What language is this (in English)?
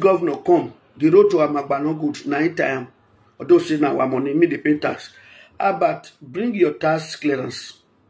Nigerian Pidgin